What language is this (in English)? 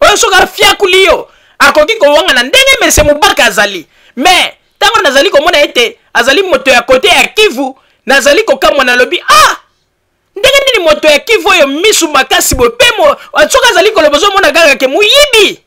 Lingala